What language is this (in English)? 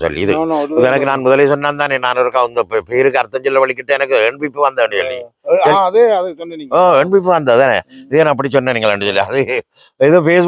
Tamil